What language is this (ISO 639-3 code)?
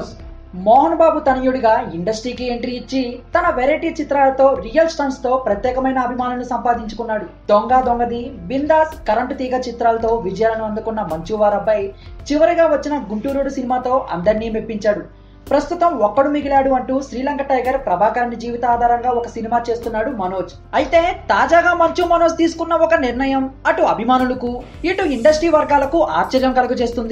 tel